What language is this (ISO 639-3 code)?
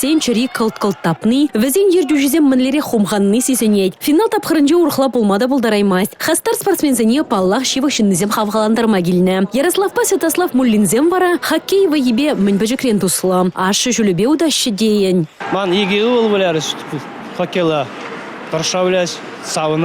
chv